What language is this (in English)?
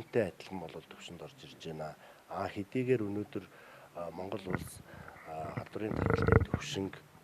Mongolian